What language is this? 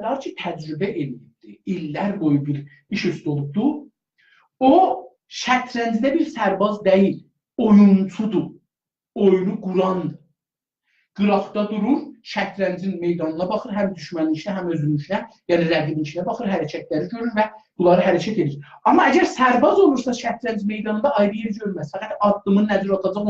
South Azerbaijani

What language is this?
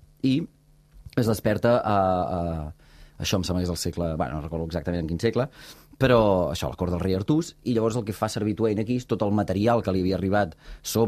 Catalan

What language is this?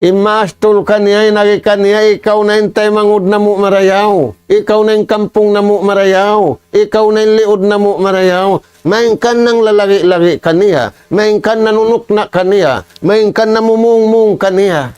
Tausug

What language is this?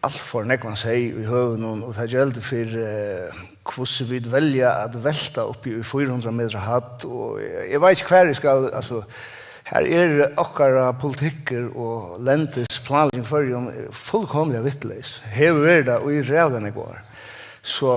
Faroese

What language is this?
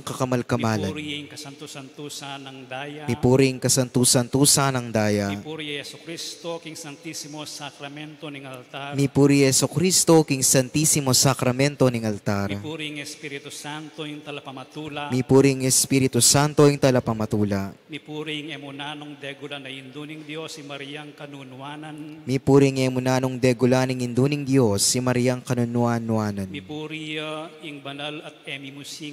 Pampanga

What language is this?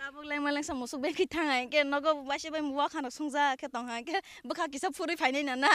Kok Borok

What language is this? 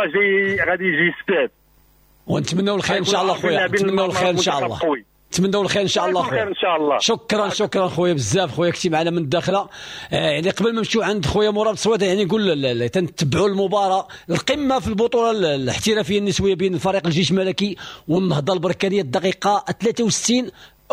Moroccan Arabic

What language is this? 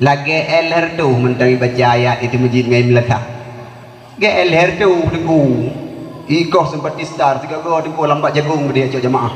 Achinese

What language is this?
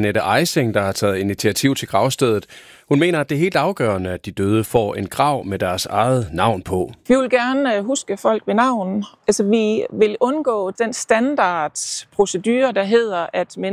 Danish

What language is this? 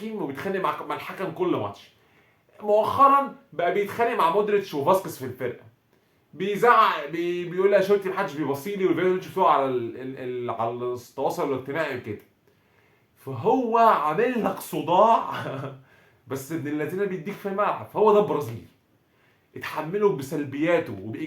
Egyptian Arabic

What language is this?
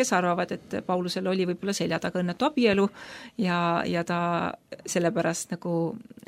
Estonian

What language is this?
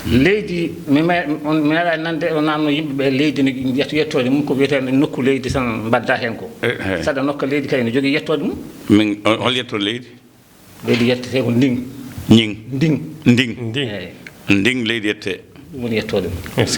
Fula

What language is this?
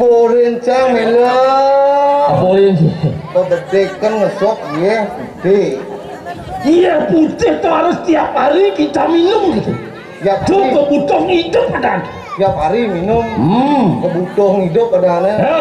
Balinese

